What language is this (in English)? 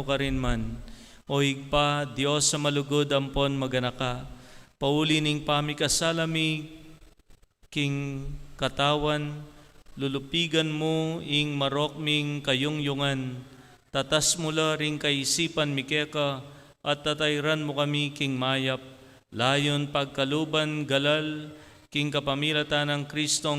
Pampanga